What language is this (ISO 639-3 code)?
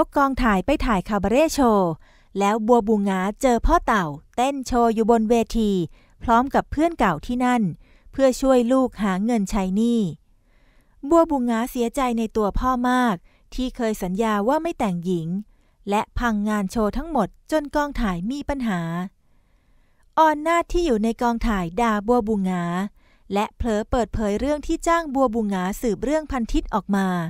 tha